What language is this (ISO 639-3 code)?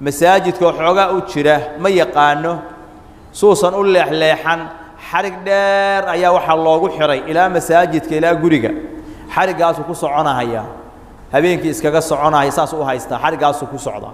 som